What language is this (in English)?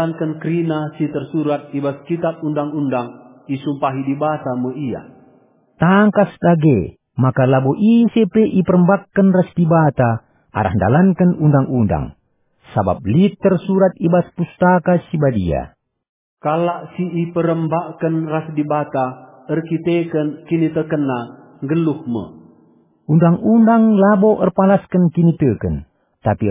Batak Karo